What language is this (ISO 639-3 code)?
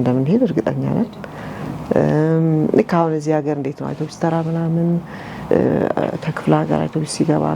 amh